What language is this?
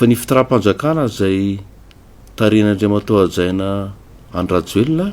Malagasy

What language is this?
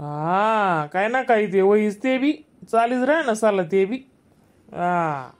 Khandesi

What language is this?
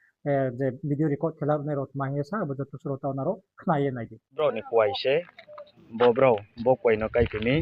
Riang (India)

